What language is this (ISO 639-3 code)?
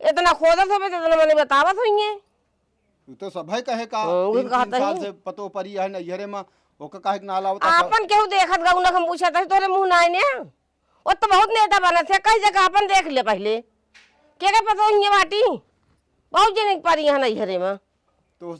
awa